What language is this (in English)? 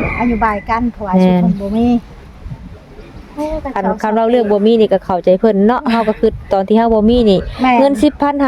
Lao